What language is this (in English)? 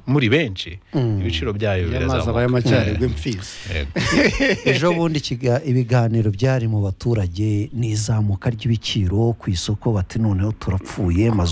Kinyarwanda